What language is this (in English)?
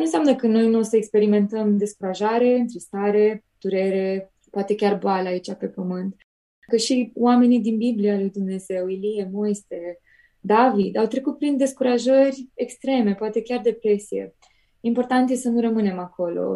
Romanian